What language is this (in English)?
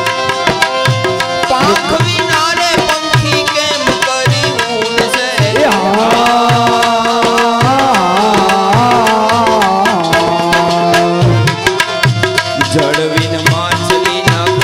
Gujarati